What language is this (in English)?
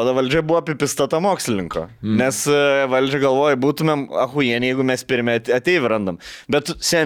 Lithuanian